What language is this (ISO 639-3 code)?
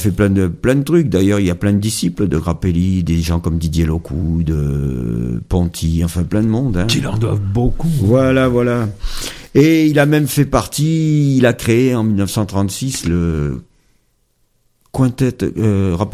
fra